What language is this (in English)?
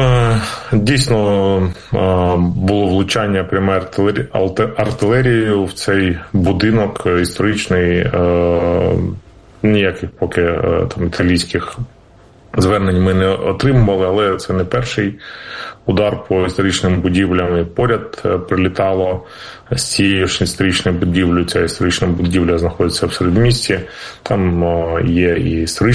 Ukrainian